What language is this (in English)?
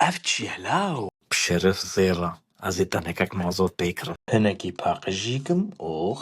Kurdish